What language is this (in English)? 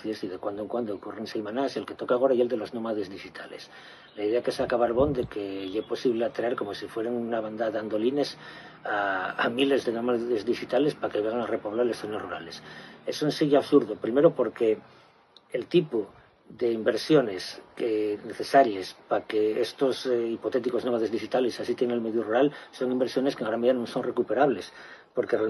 Asturian